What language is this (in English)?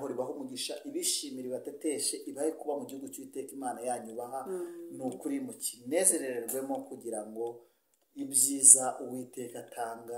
Kinyarwanda